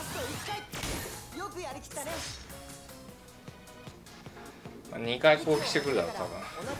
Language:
Japanese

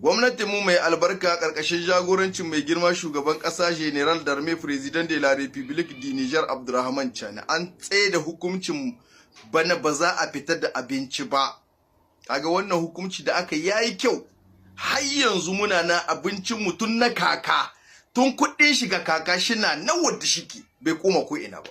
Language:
Hausa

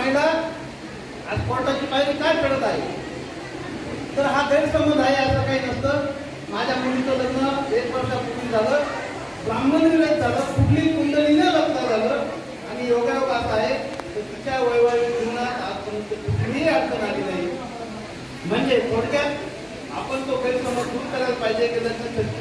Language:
Marathi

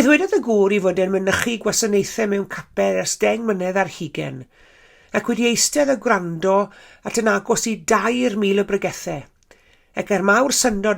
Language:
Welsh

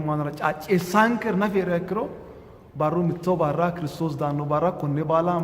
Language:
Sidamo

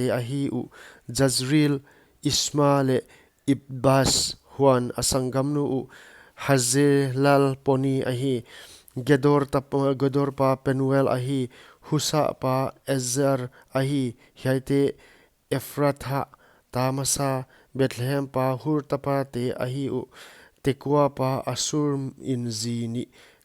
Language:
Paite Chin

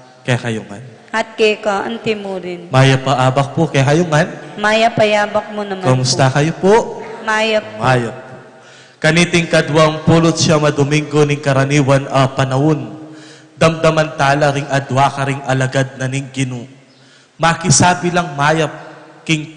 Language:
Pampanga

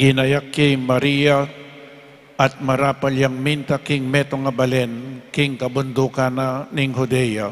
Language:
Pampanga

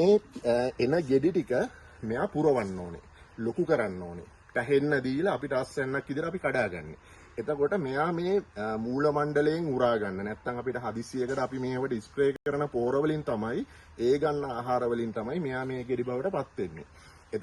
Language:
Sinhala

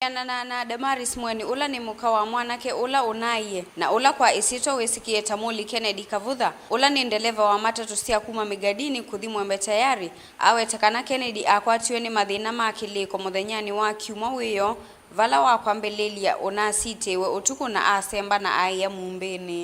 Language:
Kamba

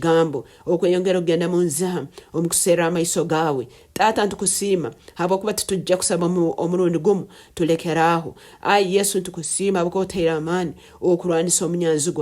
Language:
Nyankole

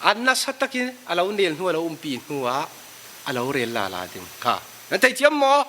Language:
Falam Chin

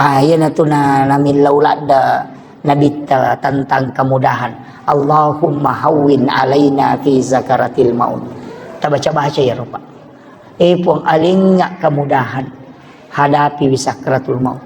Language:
Buginese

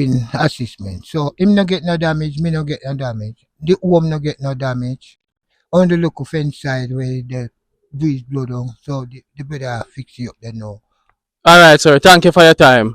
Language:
Jamaican Creole English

